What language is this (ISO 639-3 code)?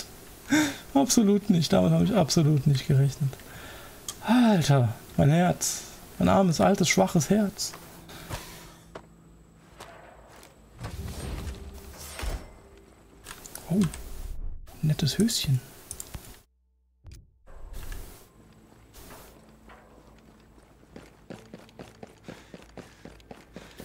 deu